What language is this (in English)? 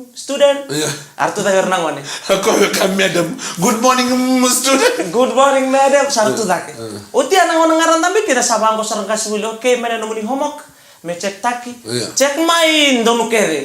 Fijian